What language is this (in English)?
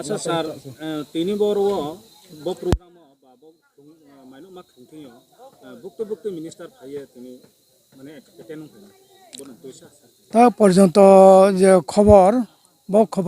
Riang (India)